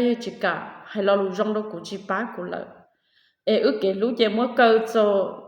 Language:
Hmong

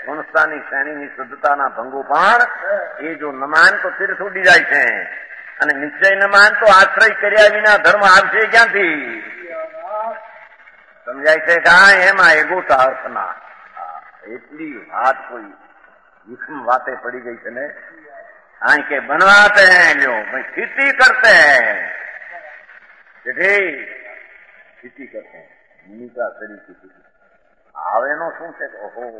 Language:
Gujarati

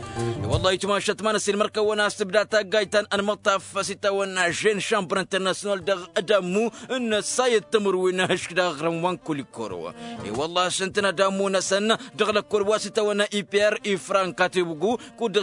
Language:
Tamasheq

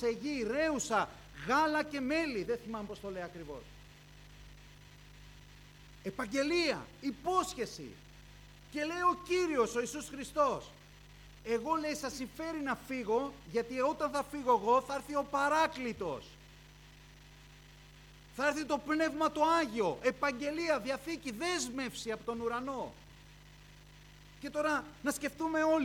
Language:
Greek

